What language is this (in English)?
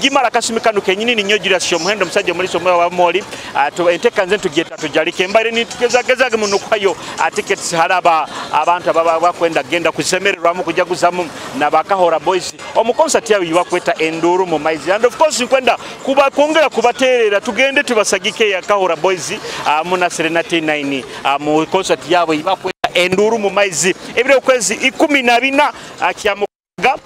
Nyoro